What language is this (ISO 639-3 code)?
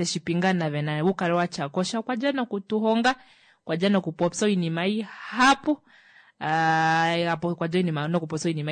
kua